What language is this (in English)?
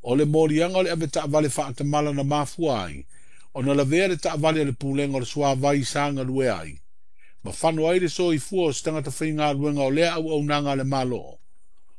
Samoan